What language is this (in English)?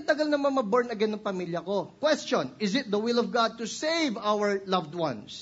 Filipino